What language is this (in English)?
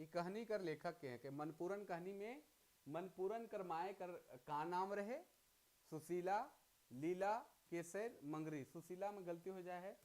Sadri